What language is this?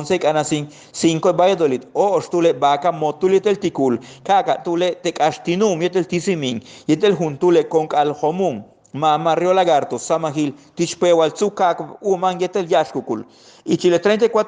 Yucateco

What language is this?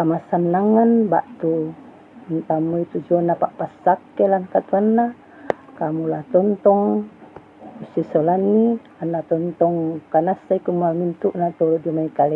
Toraja-Sa'dan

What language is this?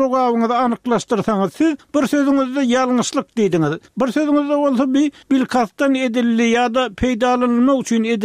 Turkmen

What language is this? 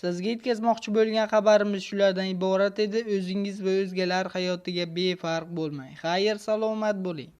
Uzbek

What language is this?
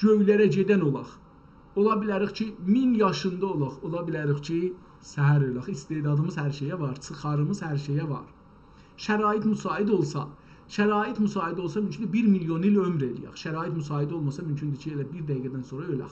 South Azerbaijani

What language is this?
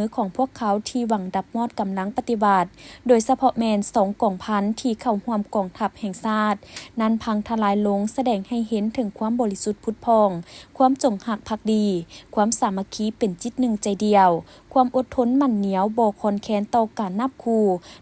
Lao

